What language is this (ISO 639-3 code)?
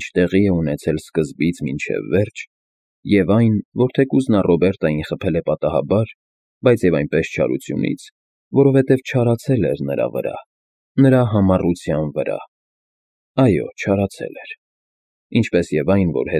hye